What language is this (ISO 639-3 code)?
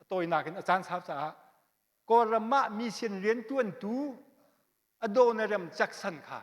cnh